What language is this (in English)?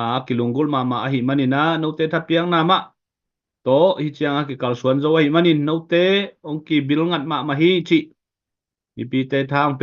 Tedim Chin